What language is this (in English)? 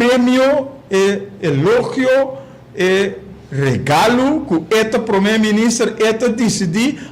Papiamento